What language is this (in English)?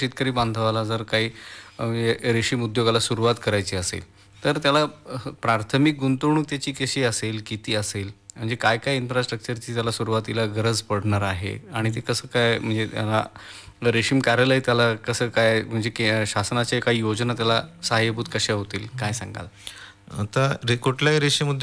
Marathi